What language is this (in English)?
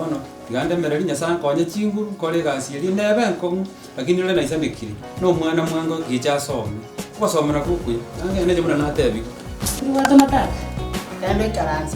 Gusii